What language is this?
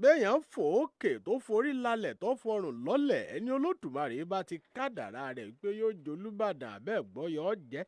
Yoruba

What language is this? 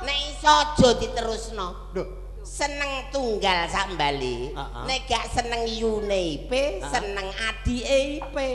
Javanese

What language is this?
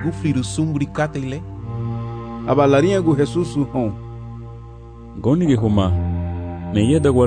Garifuna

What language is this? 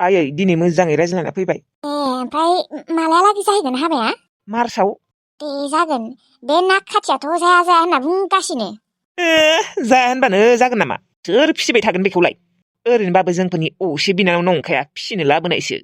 Bodo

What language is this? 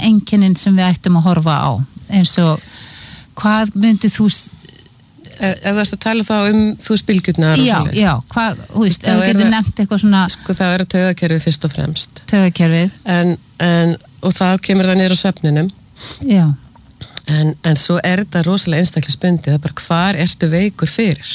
Icelandic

